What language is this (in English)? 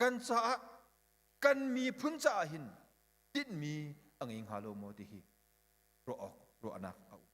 Hakha Chin